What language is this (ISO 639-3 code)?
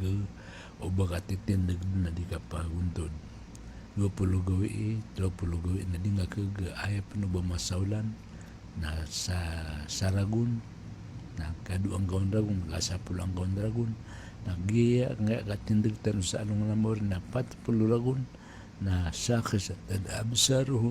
mrw